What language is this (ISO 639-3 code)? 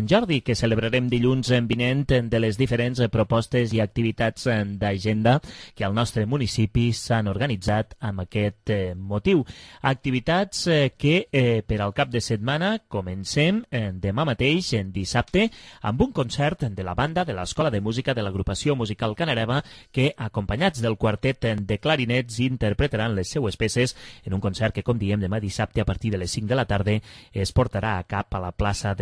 cat